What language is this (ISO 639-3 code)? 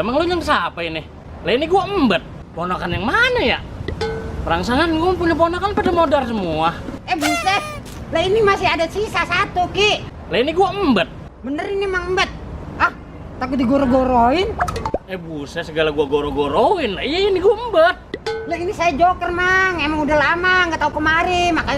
bew